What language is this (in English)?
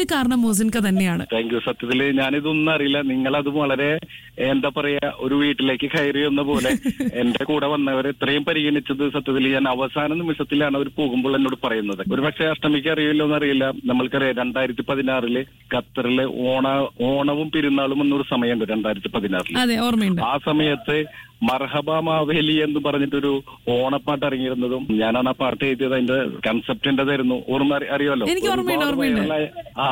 Malayalam